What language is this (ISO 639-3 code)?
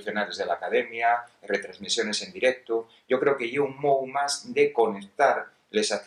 ast